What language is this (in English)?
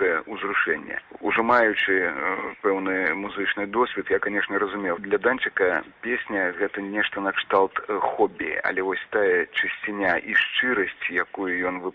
Belarusian